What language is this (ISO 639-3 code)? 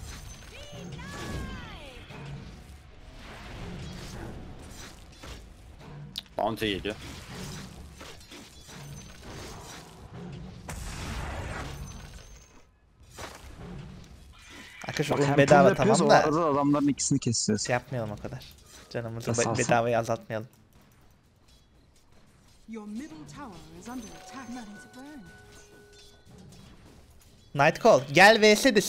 tur